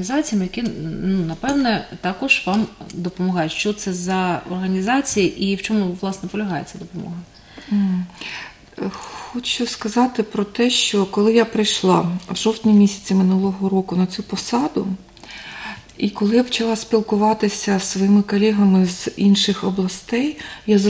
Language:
Ukrainian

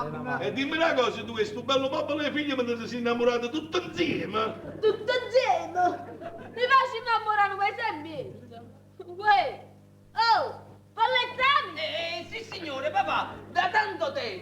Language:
Neapolitan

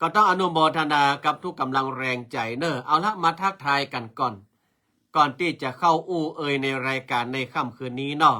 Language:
Northern Thai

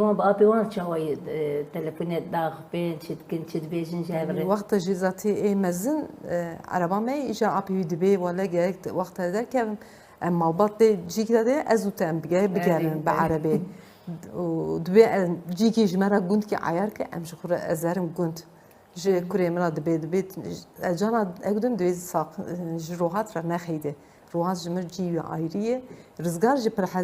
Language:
Kurdish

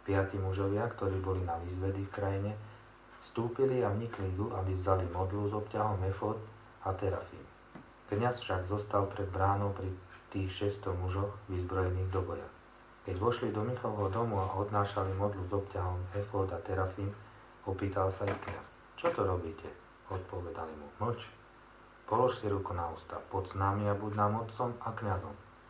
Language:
Slovak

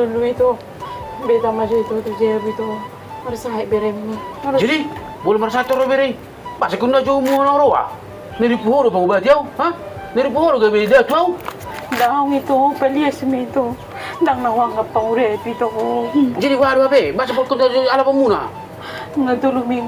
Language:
Batak Toba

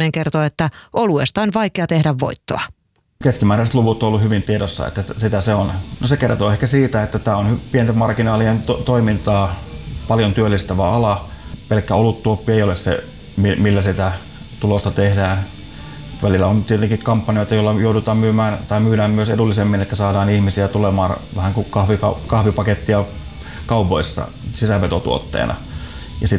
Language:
Finnish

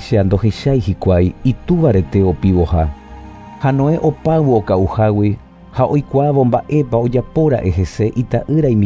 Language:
Guarani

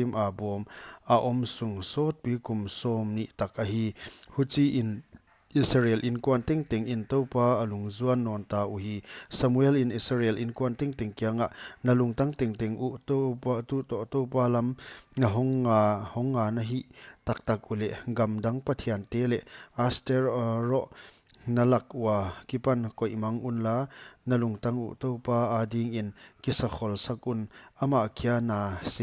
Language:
Paite Chin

